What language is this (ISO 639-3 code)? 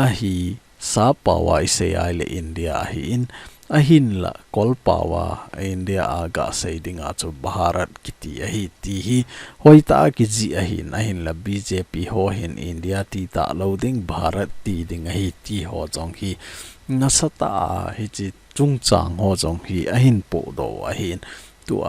tcz